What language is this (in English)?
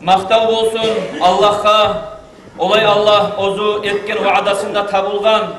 Kumyk